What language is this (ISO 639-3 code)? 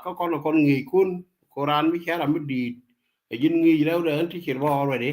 nus